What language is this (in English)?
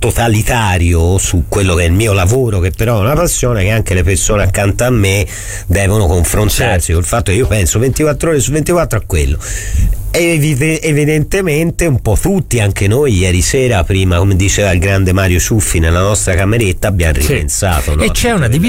Italian